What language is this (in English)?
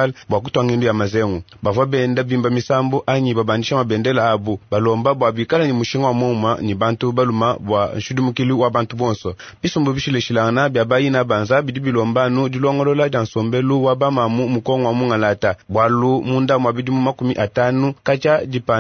Luba-Lulua